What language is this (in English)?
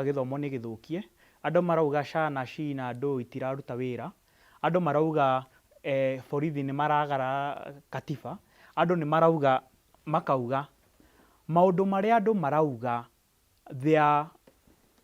Kikuyu